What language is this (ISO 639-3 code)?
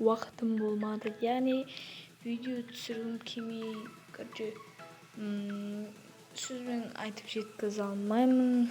kaz